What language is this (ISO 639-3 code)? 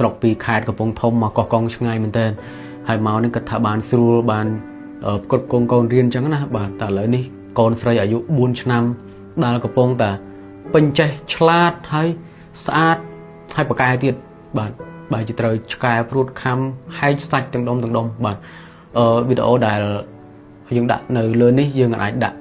khm